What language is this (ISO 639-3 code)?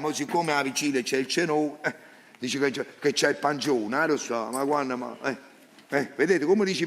nap